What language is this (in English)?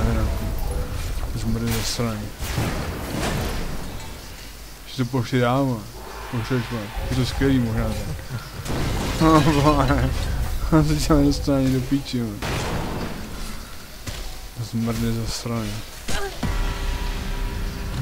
Czech